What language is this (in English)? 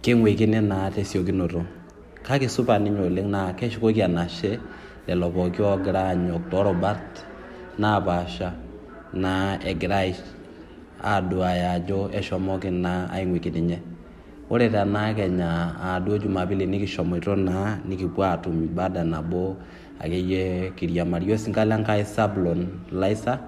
Masai